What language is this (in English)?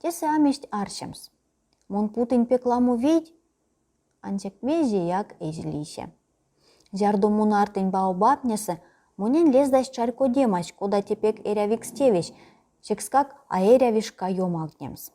Erzya